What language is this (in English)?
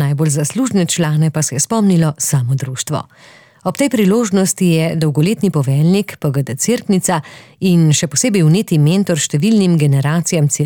Slovenian